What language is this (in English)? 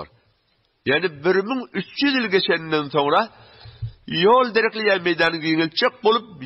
Turkmen